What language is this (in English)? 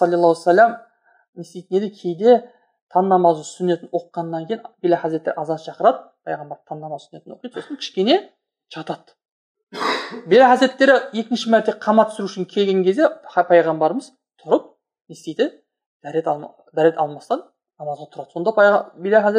Kazakh